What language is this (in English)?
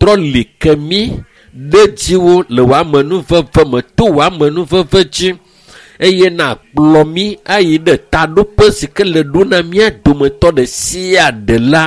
Ewe